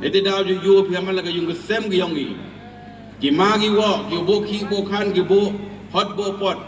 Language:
Pnar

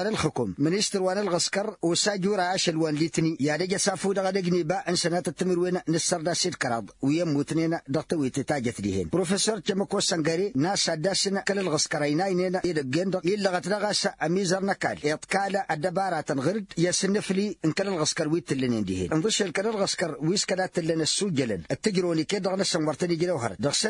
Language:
Tamasheq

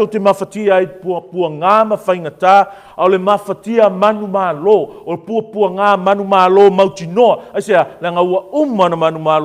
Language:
Samoan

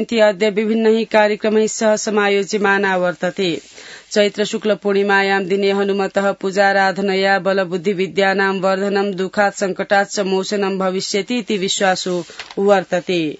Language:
Sanskrit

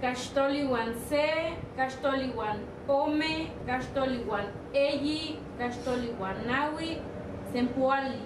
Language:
Eastern Huasteca Nahuatl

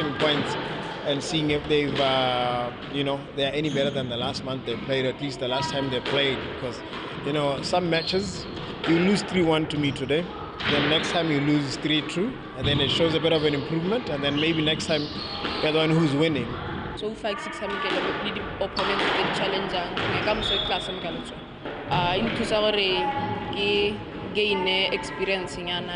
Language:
Tswana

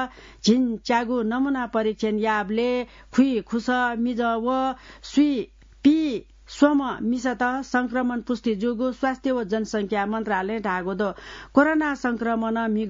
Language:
Newari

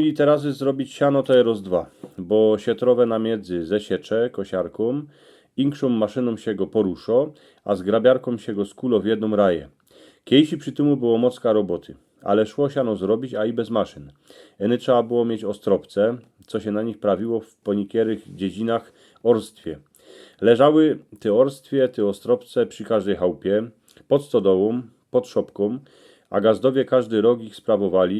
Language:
Silesian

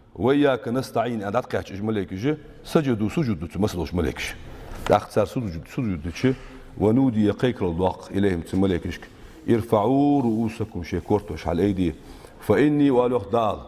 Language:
Ingush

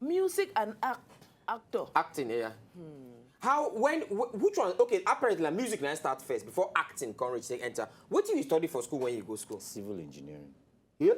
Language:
Nigerian Pidgin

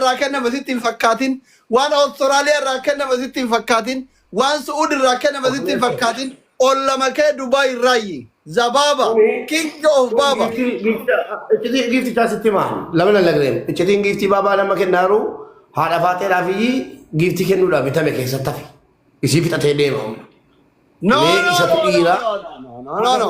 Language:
Oromo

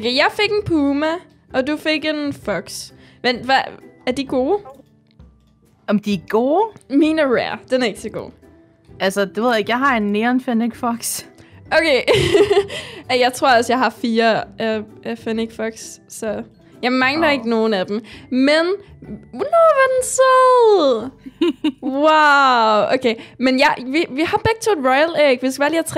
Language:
Danish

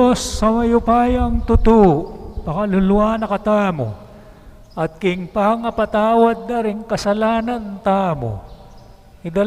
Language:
Pampanga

